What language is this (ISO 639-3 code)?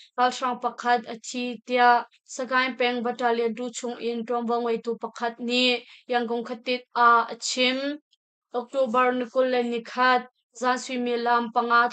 cnh